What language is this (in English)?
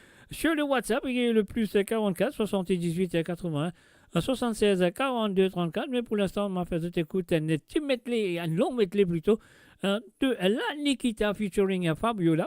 Morisyen